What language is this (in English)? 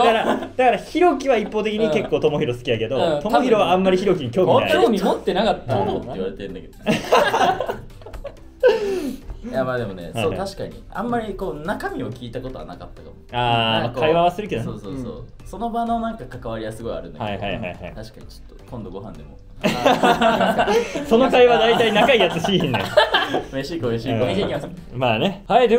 Japanese